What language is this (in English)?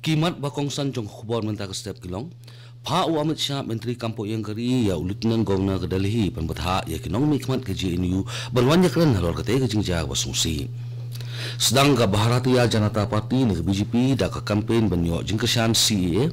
Khasi